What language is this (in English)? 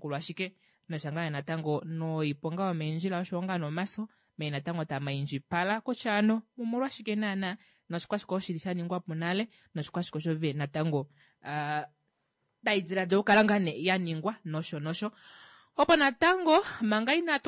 Kuanyama